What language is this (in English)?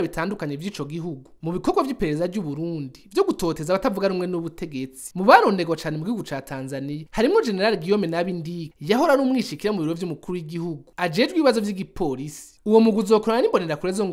Rundi